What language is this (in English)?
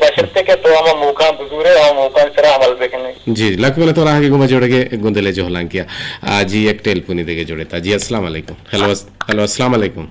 Eastern Balochi